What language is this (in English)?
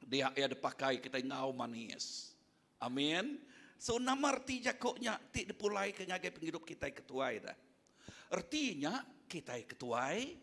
Iban